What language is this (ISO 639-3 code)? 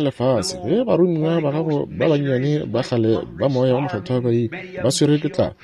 nso